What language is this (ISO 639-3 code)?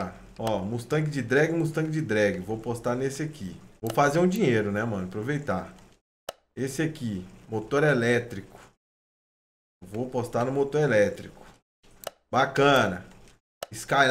por